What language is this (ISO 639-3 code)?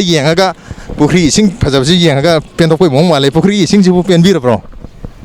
mni